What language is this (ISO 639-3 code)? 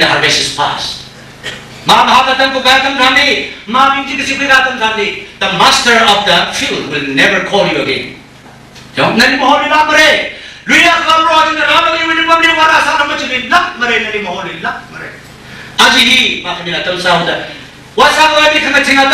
nmf